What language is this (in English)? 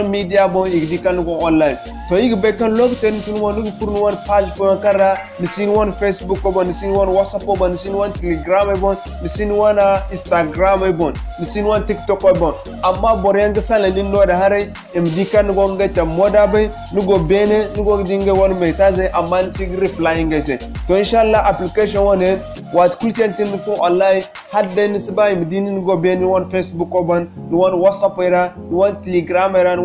Zarma